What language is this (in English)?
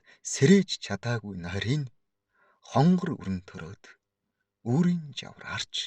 Mongolian